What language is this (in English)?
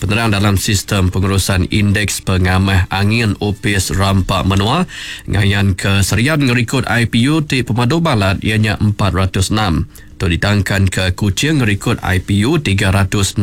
Iban